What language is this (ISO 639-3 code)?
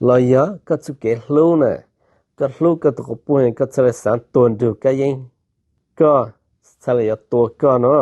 hmn